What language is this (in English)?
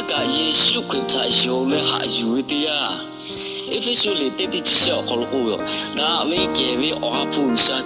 Lahu